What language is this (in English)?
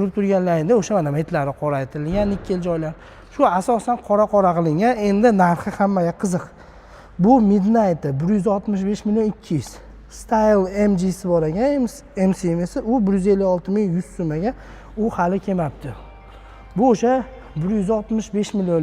Uzbek